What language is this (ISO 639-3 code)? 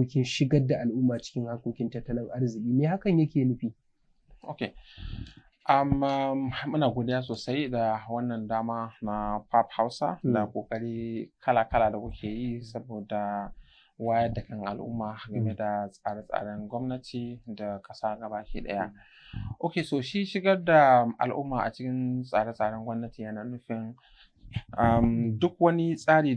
hau